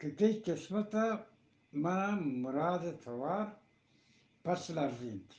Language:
Eastern Balochi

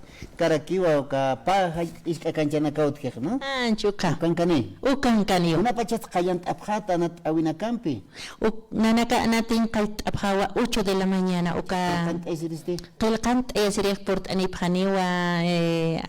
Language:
Aymara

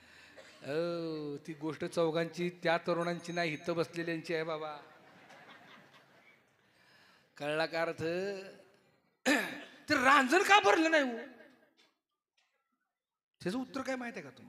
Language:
Marathi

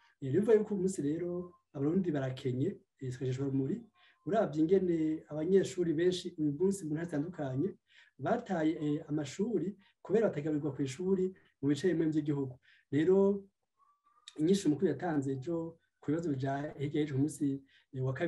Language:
Rundi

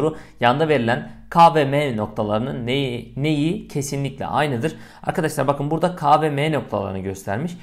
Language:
Turkish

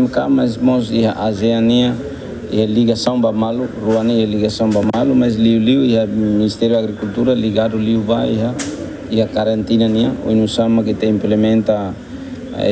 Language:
Tetum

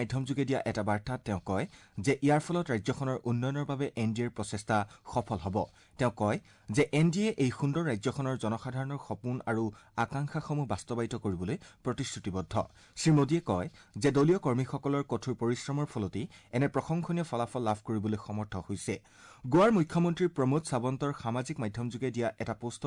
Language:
Assamese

